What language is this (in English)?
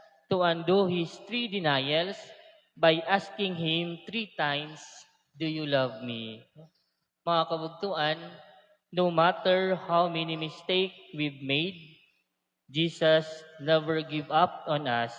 Waray